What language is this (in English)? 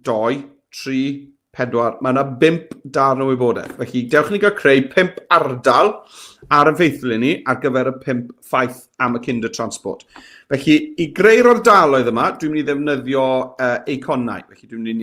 Welsh